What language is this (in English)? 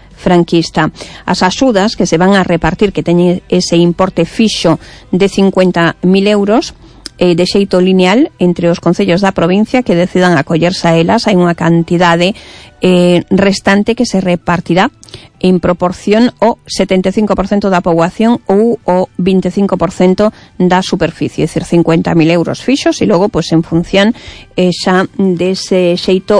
Galician